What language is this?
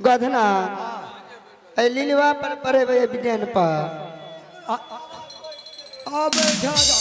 Maithili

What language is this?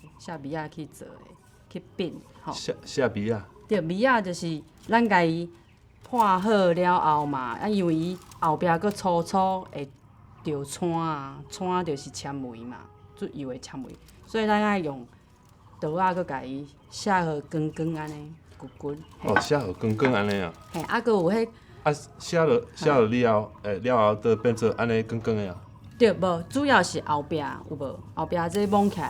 Min Nan Chinese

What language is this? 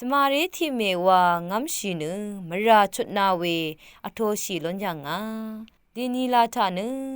Rawang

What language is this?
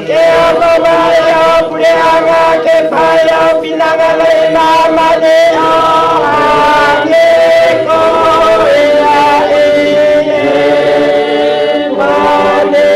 Tongan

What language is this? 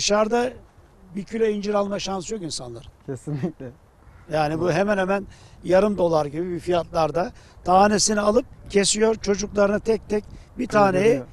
Turkish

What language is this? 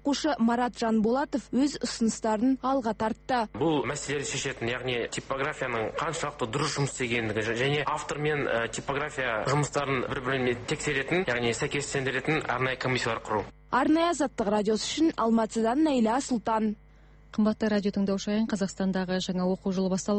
Kazakh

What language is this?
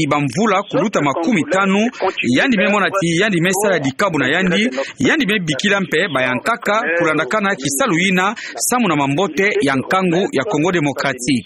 Kituba (Democratic Republic of Congo)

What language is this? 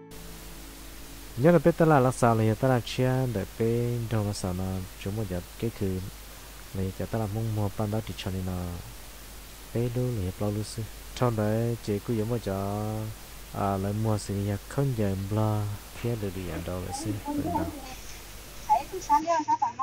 Vietnamese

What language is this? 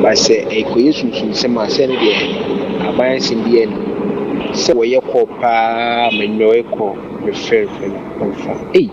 Akan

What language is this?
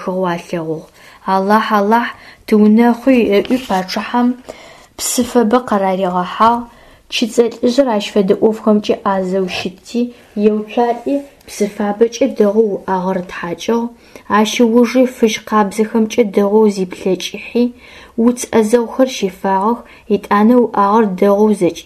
Adyghe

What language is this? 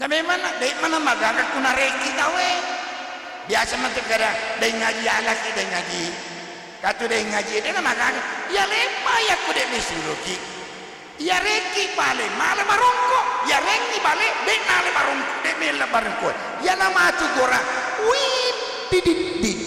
Buginese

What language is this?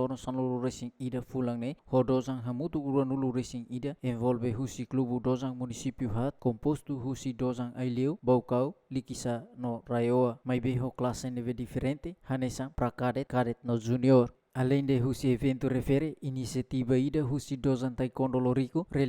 Tetum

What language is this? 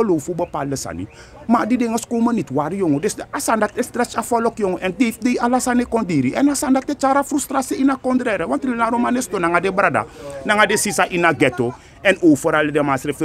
Sranan Tongo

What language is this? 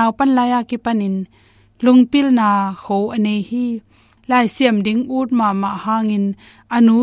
Tedim Chin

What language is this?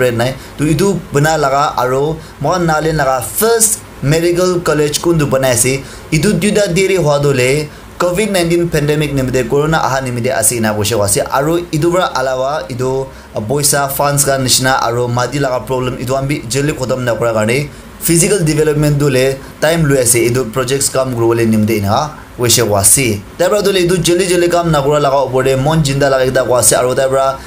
Naga Pidgin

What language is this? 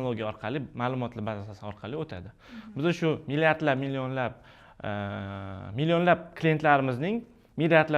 Uzbek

